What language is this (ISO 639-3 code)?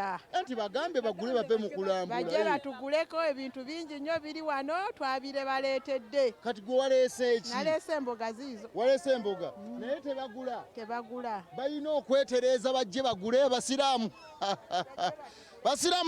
lug